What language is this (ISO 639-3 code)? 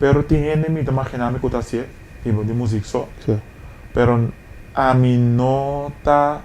pap